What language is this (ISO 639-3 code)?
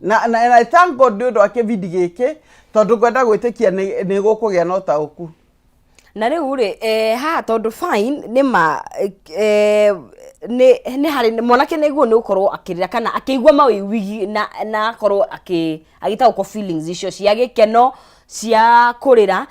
kik